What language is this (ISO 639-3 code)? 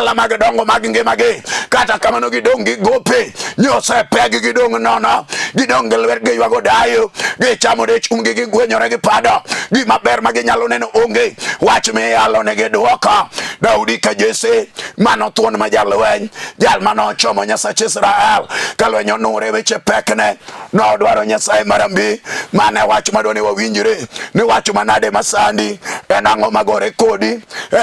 luo